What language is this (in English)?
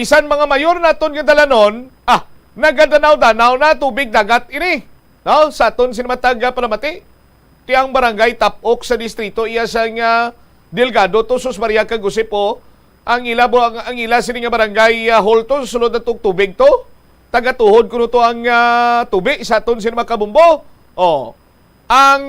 Hiligaynon